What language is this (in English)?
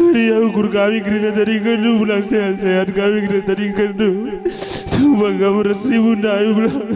Batak Karo